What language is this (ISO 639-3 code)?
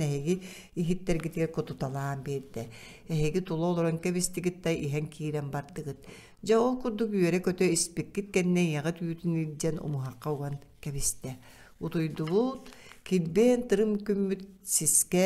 sah